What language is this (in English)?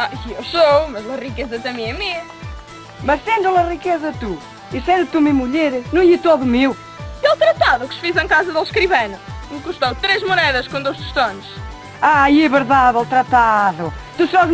Mirandese